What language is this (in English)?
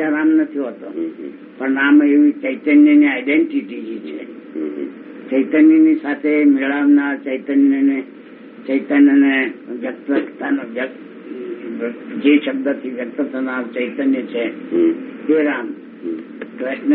Gujarati